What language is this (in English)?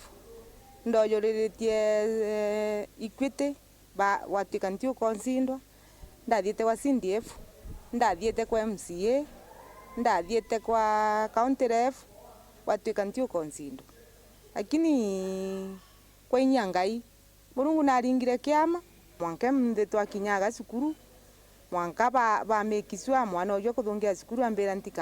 Meru